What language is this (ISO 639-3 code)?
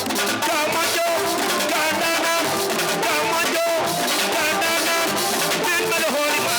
ful